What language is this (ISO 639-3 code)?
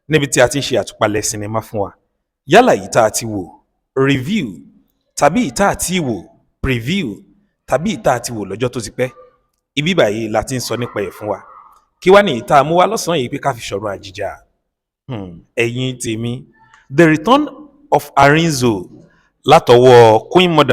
yor